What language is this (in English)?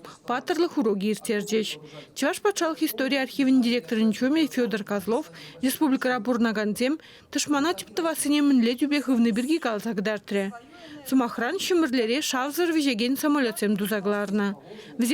Chuvash